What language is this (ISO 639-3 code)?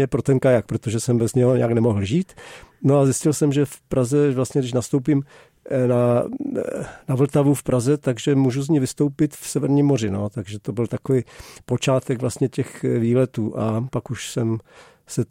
ces